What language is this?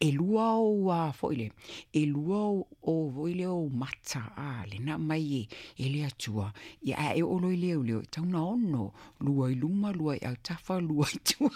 Samoan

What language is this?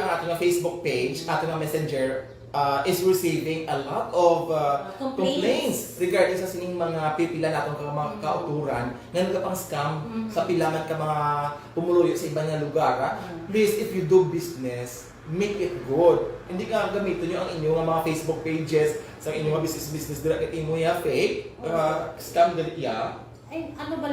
Hiligaynon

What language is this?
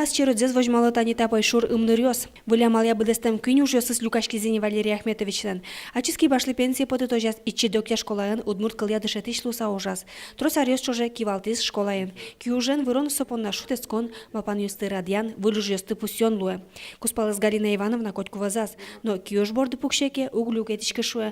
Udmurt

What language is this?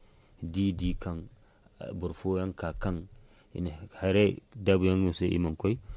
Zarma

